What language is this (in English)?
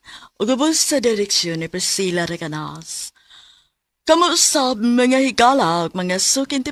Cebuano